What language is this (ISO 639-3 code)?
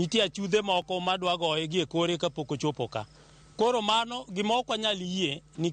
luo